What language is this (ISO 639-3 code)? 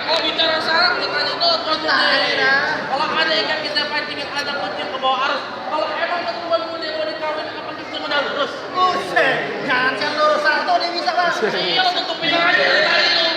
bew